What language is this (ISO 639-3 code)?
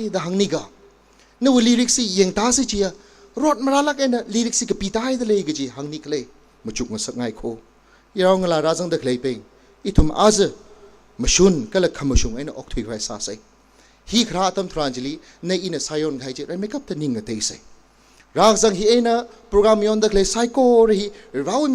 nmf